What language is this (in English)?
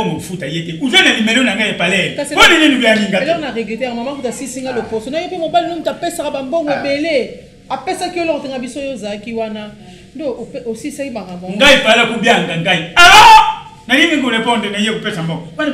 Lingala